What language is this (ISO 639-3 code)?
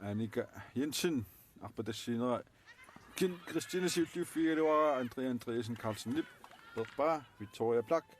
kal